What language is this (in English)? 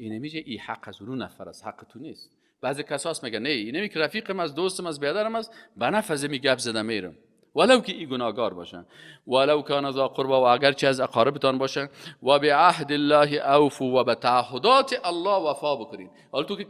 Persian